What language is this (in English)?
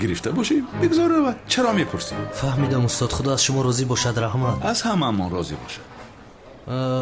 Tajik